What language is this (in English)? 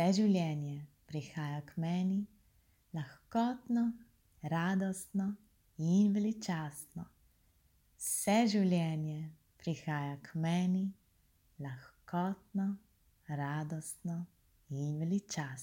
Slovenian